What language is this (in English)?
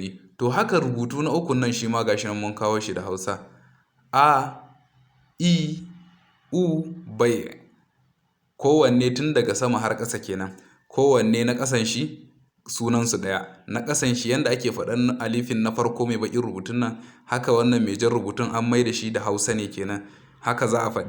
Hausa